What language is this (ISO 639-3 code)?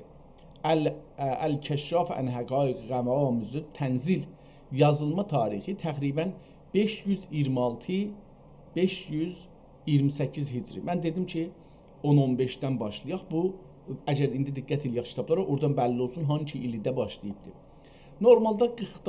azb